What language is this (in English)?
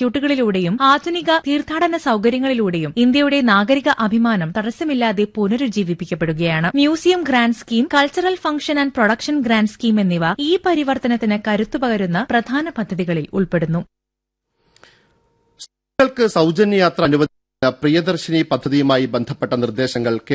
Malayalam